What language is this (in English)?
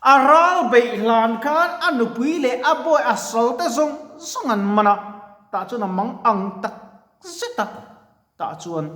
Mizo